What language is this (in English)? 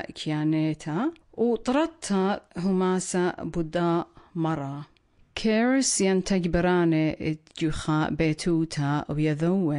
Assyrian Neo-Aramaic